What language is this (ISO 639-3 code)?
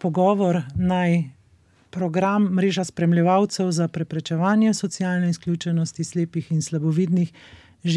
slv